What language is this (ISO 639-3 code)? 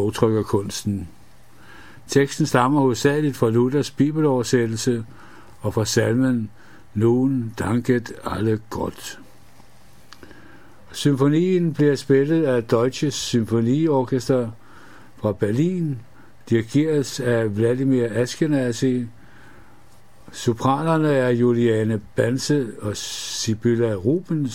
dan